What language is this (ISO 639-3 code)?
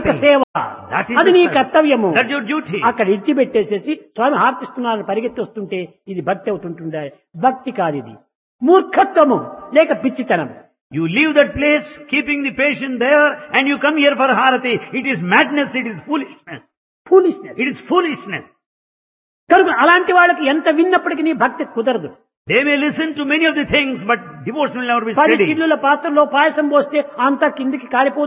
tel